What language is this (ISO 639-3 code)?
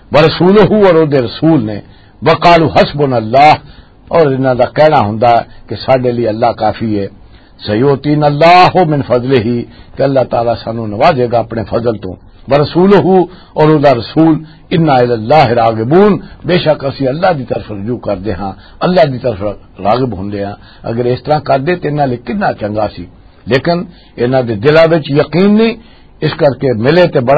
lah